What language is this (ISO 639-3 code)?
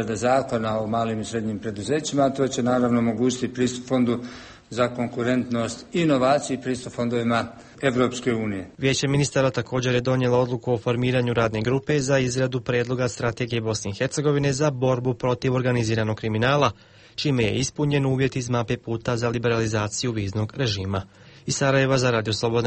bos